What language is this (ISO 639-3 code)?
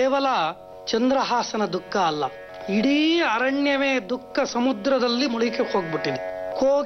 kan